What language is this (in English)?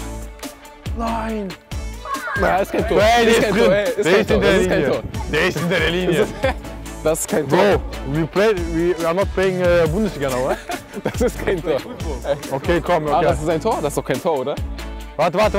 German